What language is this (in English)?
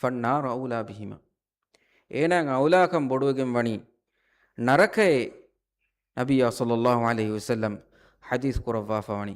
Divehi